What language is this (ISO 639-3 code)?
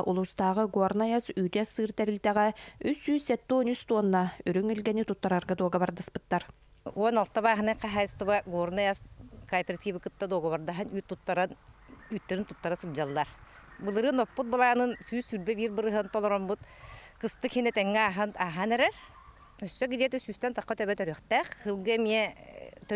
sah